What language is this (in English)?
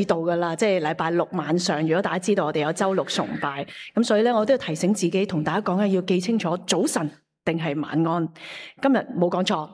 Cantonese